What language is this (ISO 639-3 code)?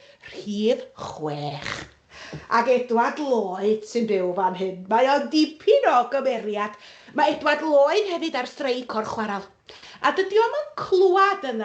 cym